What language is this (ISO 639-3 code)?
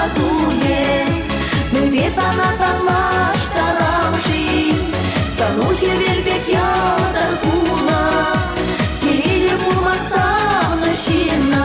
chv